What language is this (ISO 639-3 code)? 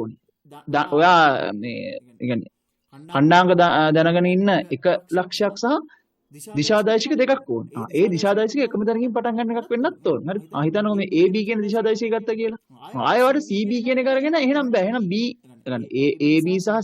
sin